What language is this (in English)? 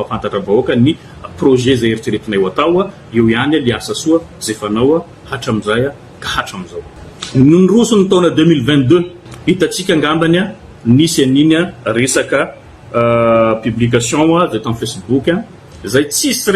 Malagasy